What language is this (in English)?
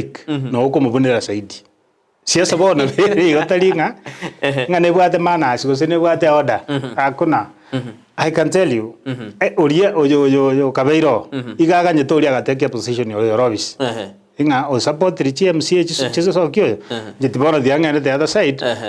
Gusii